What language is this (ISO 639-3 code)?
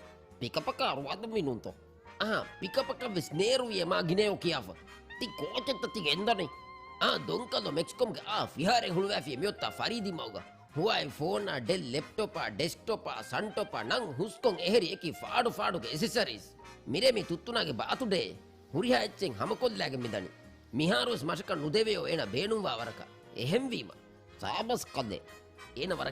div